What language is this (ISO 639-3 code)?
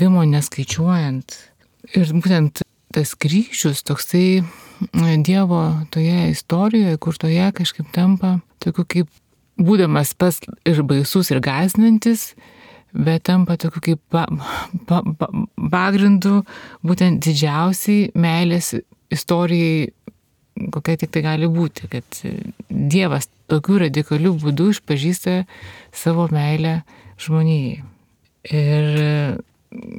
lit